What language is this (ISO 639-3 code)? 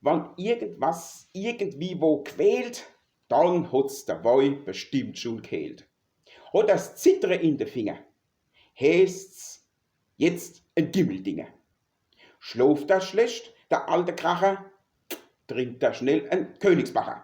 pfl